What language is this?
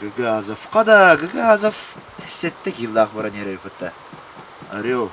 Yakut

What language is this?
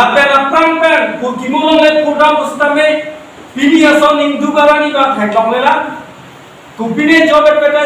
Karbi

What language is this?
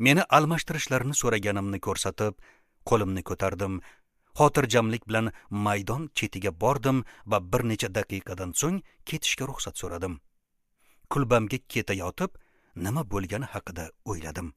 Uzbek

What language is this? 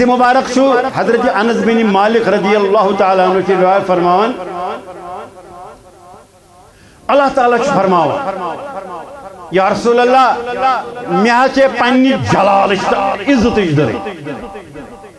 Kashmiri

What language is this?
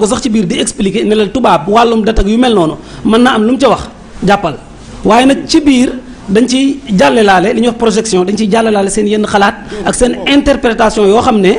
Wolof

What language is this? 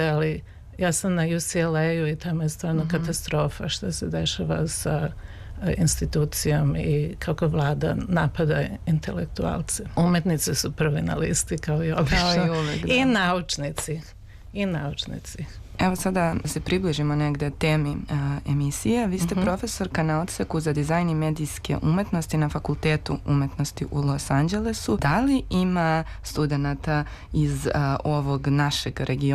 Serbian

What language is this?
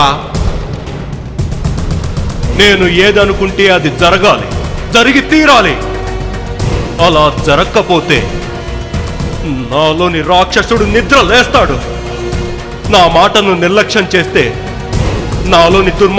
Telugu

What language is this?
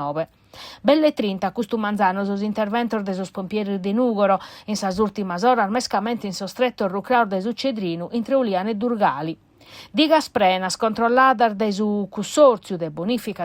Sardinian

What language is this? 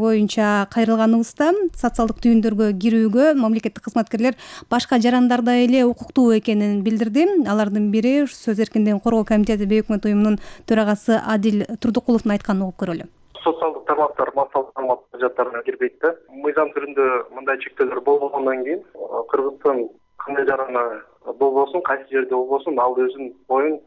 Kyrgyz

